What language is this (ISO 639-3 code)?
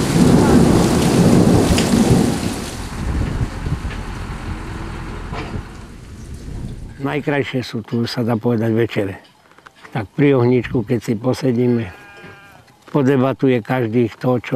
slk